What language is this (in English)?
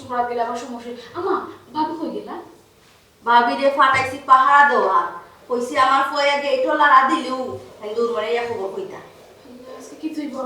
Sylheti